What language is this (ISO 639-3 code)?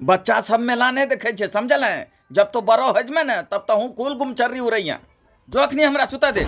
anp